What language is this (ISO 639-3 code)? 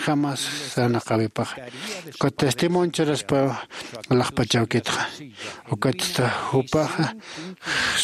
aym